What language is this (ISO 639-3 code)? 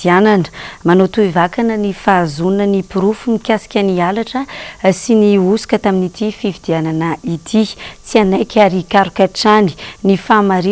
mlg